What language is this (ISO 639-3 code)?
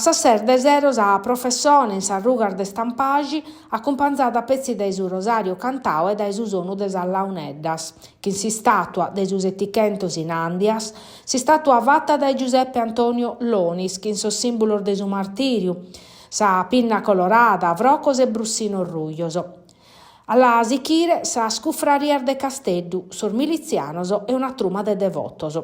srd